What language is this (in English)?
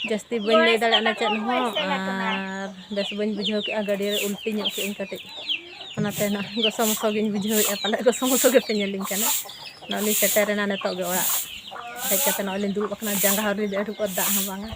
Santali